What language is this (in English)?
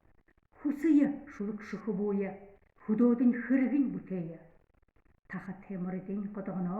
Buriat